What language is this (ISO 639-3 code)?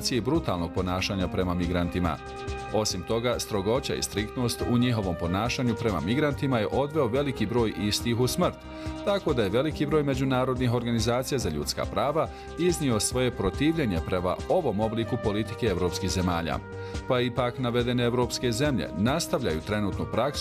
bos